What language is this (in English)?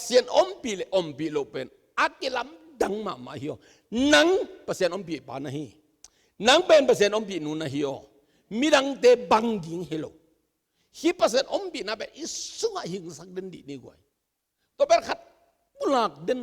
Tedim Chin